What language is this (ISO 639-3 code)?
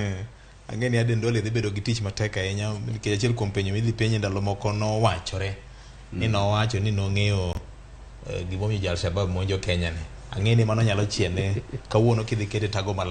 luo